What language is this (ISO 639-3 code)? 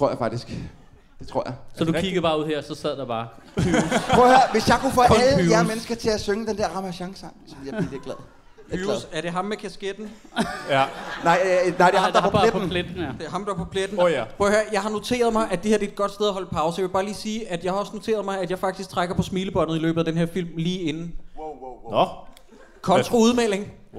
dan